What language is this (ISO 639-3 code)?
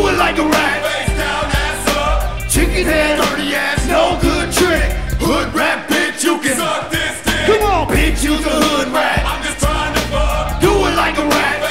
eng